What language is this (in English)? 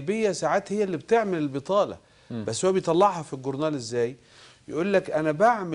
Egyptian Arabic